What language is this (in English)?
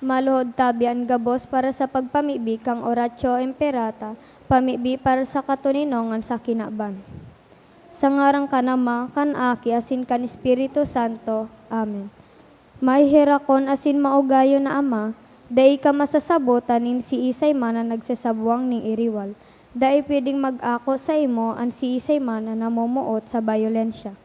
Bikol